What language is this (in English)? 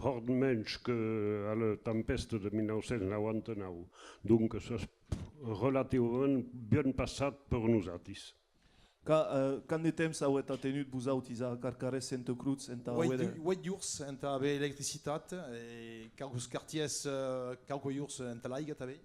Occitan